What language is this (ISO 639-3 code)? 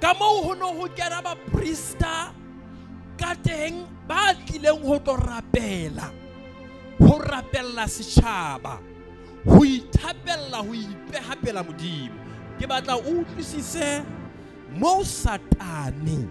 sot